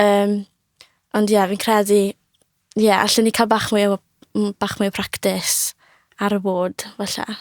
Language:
Welsh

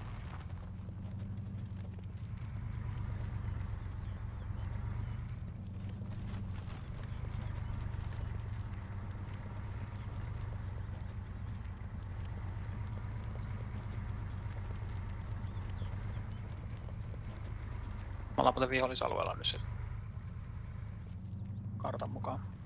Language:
Finnish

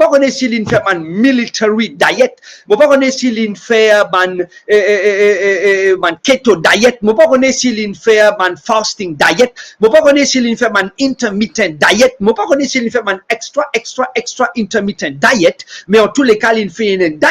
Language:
Morisyen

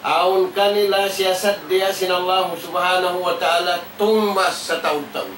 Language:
Tausug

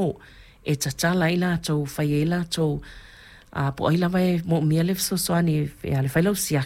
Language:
Samoan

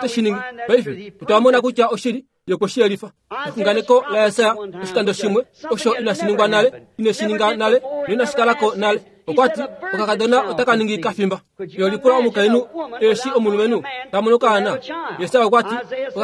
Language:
Kuanyama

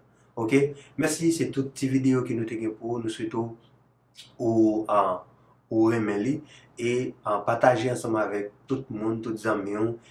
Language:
Haitian Creole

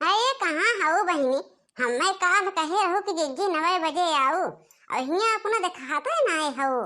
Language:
Awadhi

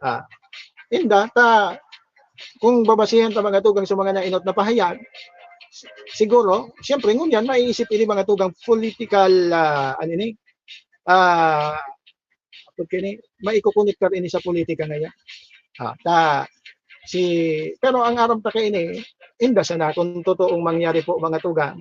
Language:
Bikol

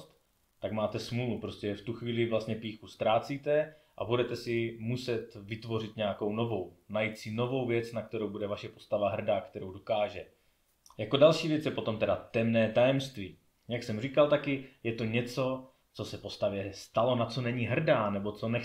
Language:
Czech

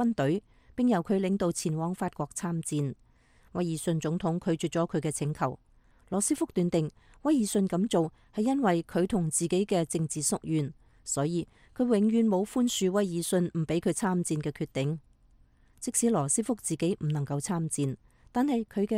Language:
Cantonese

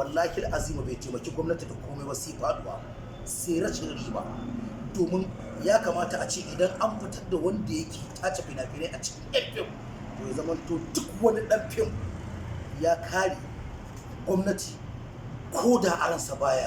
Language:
Hausa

